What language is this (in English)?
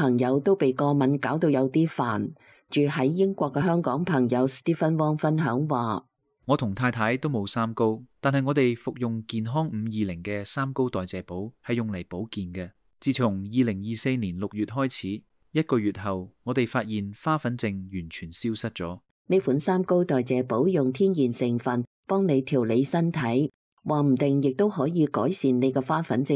Cantonese